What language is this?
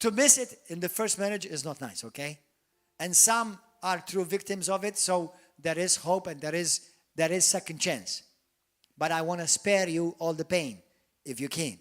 English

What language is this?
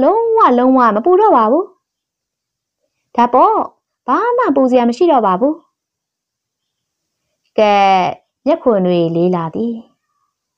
Burmese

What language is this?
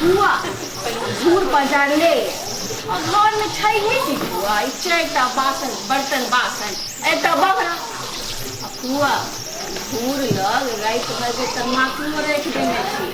Maithili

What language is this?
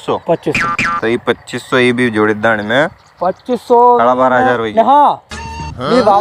Rajasthani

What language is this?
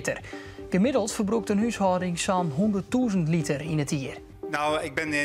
Western Frisian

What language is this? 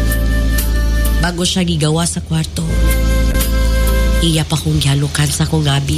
Cebuano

